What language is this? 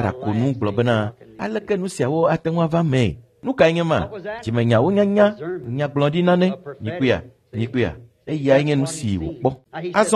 Ewe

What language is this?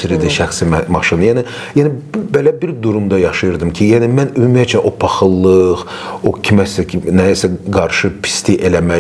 Azerbaijani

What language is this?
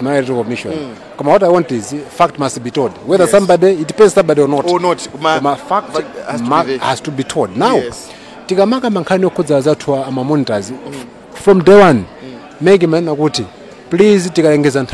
Nyanja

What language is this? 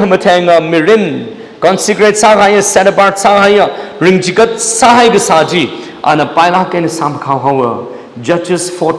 Tangkhul Naga (India)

